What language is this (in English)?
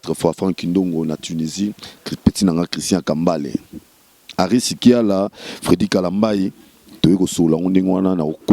Lingala